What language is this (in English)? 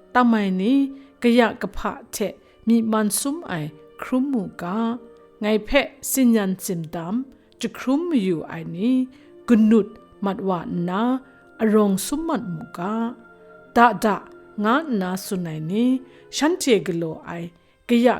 Kachin